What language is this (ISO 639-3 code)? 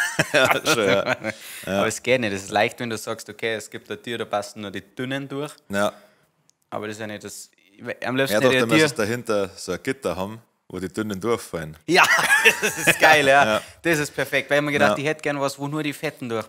bar